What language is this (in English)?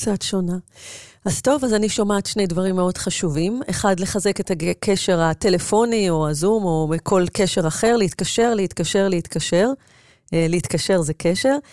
Hebrew